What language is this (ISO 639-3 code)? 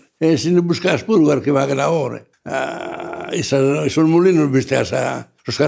srd